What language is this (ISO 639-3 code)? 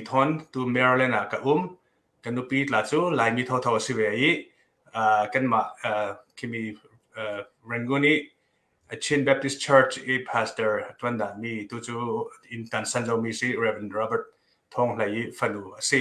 cnh